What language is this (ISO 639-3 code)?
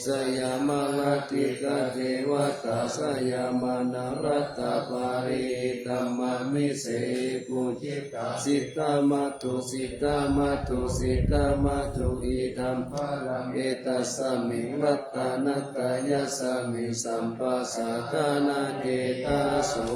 pli